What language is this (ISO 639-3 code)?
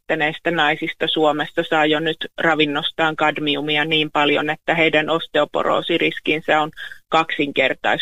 fin